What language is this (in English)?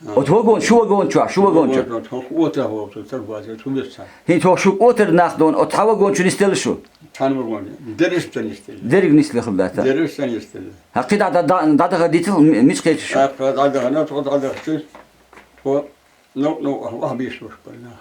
Chechen